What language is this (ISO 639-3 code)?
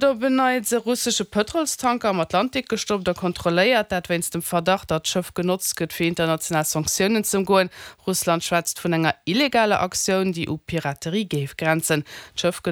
ltz